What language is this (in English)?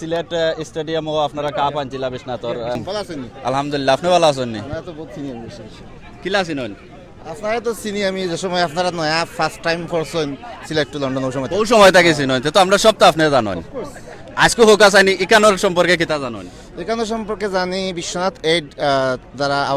Sylheti